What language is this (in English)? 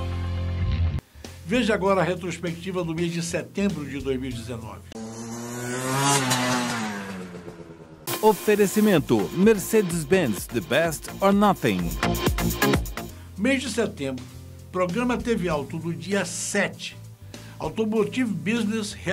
Portuguese